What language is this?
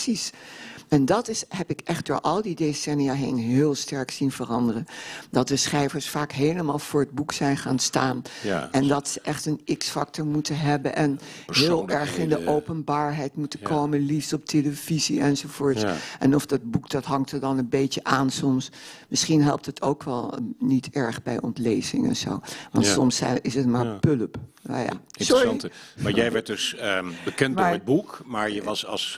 Dutch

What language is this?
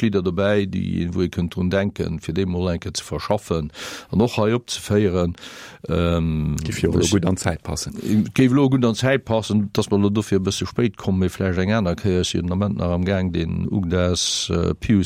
Luxembourgish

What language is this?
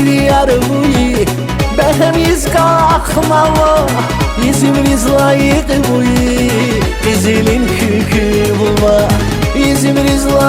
Tabassaran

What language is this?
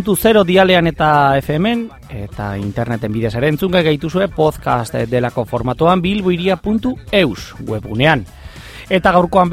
Basque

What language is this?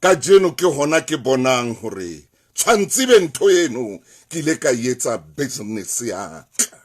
Southern Sotho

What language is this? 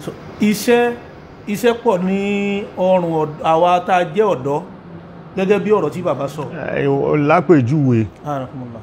Yoruba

